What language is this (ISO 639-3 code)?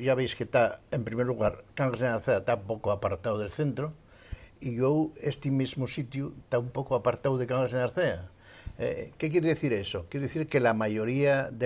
ast